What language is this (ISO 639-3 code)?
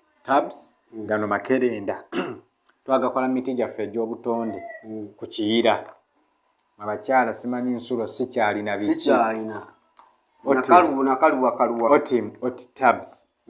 lug